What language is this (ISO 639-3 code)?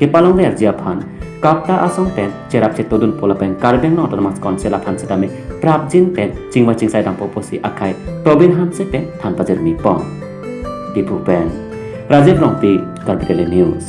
mjw